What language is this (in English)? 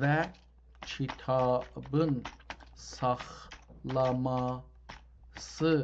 South Azerbaijani